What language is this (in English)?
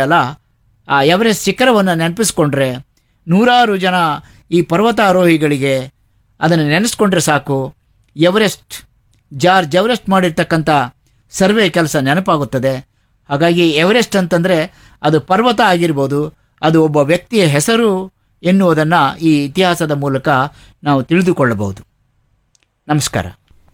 Kannada